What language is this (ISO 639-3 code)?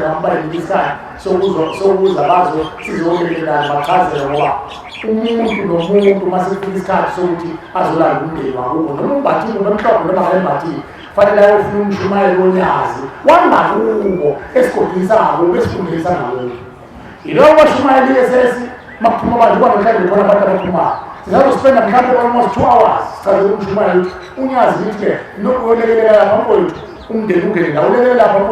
zul